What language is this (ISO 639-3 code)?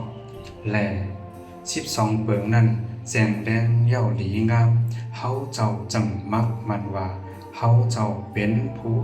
shn